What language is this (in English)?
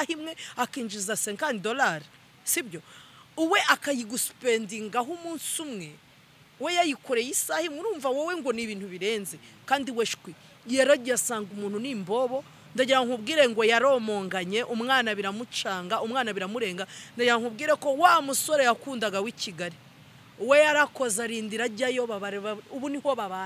Kinyarwanda